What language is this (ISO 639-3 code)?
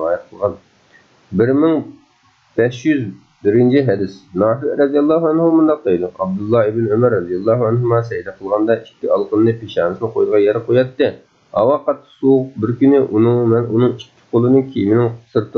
uig